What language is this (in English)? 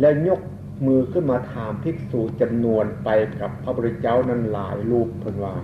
Northeastern Thai